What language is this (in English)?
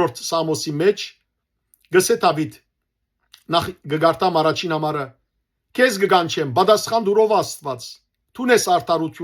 Western Armenian